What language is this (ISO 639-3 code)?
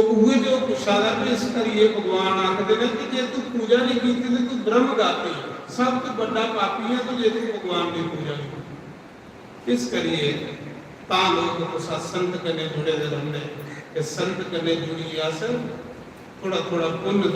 doi